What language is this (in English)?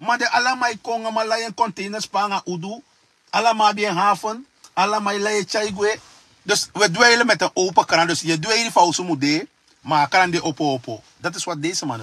Sranan Tongo